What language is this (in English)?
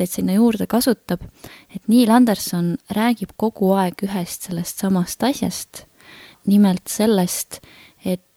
Estonian